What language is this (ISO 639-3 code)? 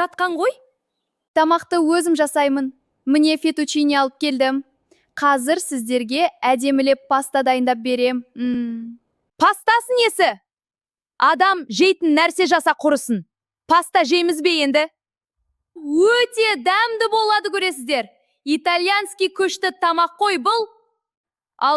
kaz